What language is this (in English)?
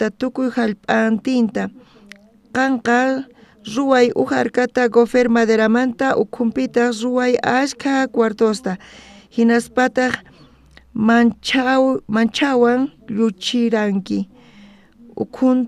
South Bolivian Quechua